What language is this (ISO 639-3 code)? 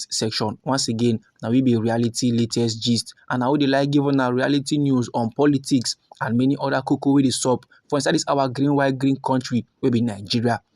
pcm